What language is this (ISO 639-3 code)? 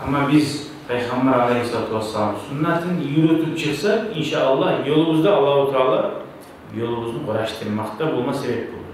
kum